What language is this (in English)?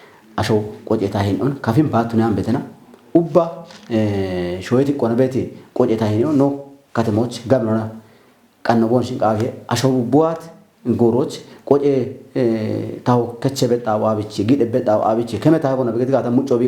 Kafa